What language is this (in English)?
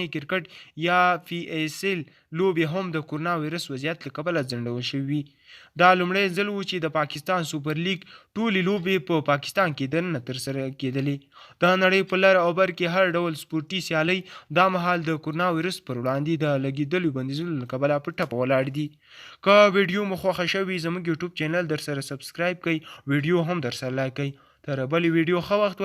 Pashto